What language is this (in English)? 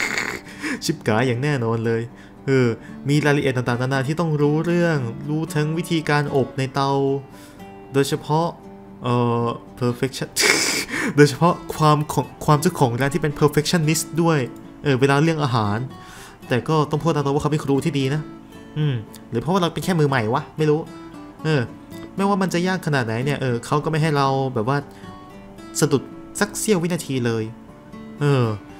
Thai